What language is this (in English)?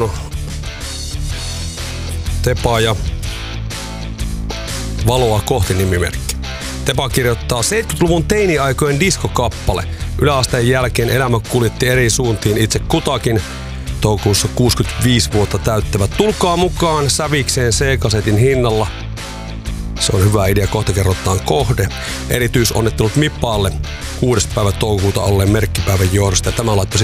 Finnish